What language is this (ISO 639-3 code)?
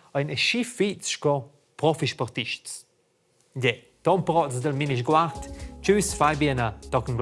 roh